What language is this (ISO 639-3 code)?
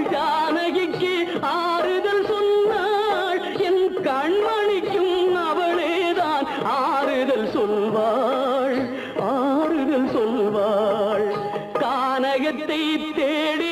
tam